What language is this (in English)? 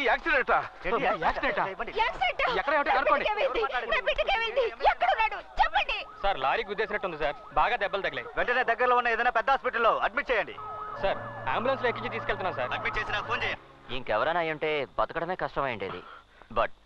Telugu